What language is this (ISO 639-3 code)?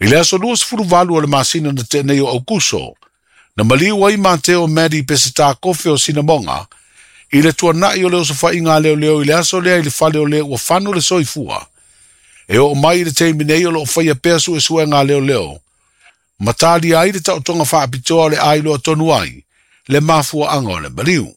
smo